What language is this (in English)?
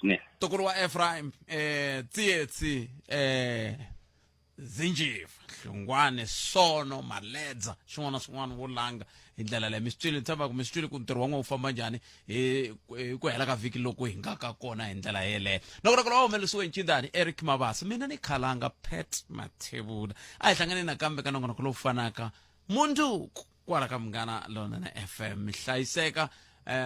Tsonga